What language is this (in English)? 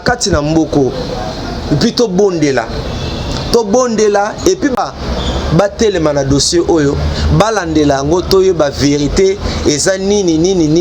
Lingala